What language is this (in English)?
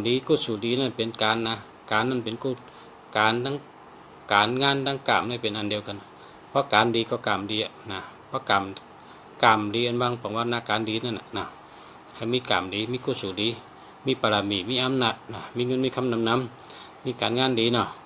Shan